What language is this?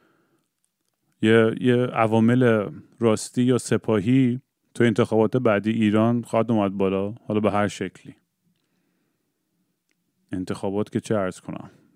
Persian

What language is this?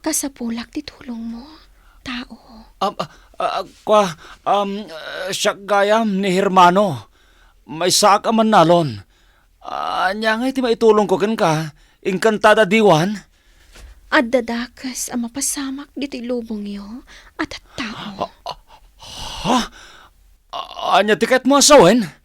Iloko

